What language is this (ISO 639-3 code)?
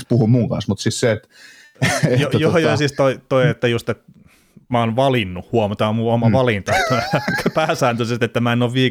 fin